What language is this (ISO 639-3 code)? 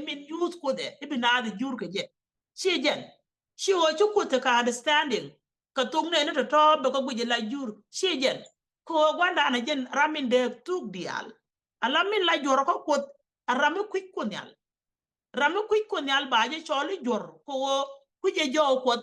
nus